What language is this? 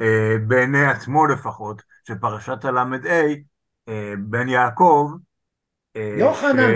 Hebrew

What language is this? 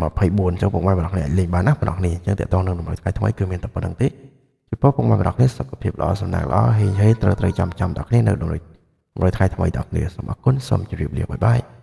Khmer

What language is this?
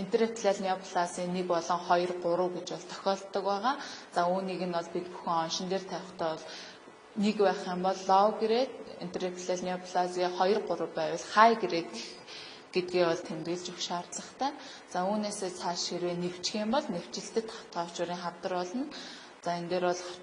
Mongolian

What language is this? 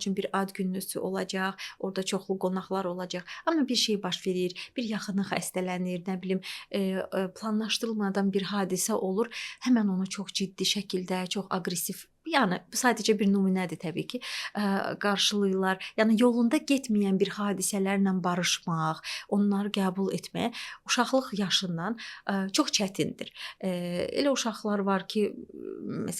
Azerbaijani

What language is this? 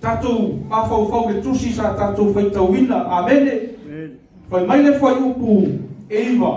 Samoan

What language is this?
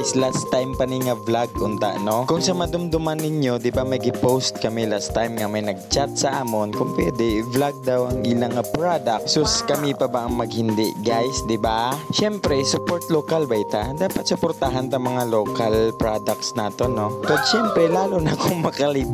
Hiligaynon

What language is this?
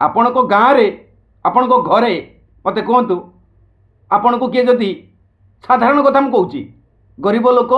Odia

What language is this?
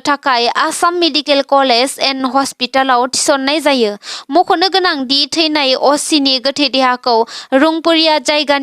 Bodo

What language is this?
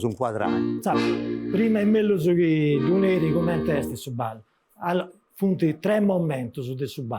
Sardinian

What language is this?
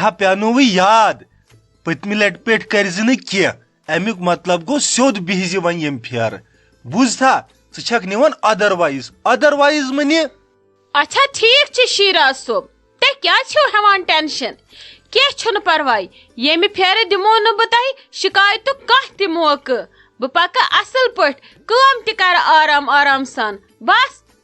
Kashmiri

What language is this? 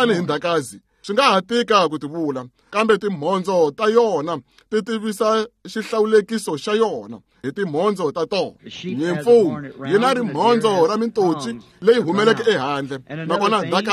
Tsonga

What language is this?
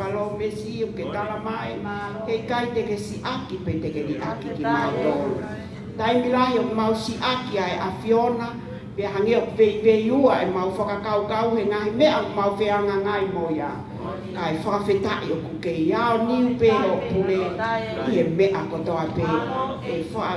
Tongan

